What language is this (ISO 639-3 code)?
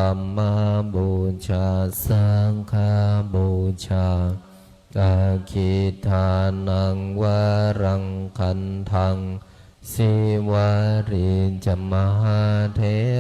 pli